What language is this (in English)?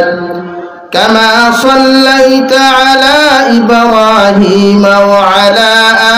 Sylheti